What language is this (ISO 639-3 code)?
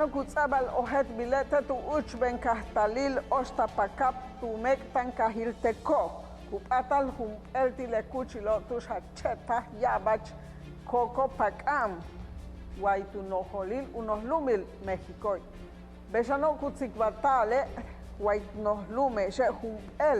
yua